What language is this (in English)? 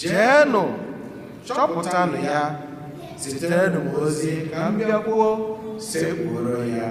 Igbo